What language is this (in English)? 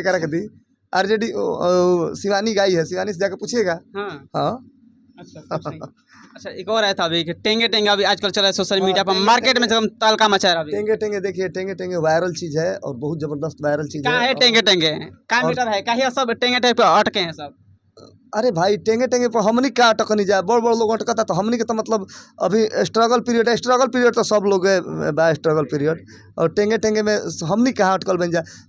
Bhojpuri